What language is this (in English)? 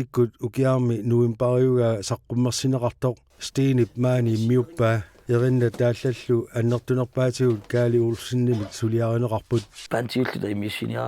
Kalaallisut